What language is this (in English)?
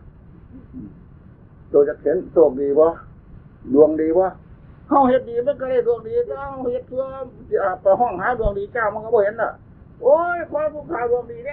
Northeastern Thai